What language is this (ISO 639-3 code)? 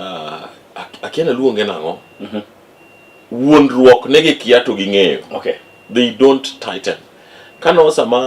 luo